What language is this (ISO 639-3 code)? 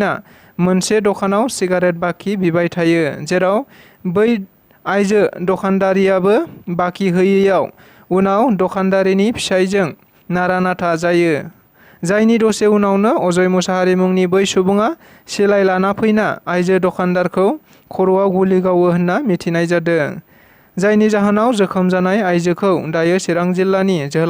brx